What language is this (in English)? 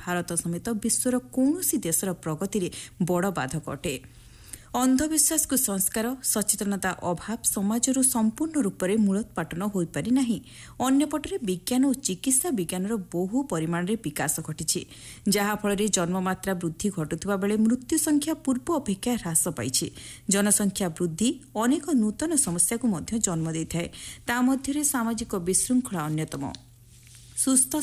Odia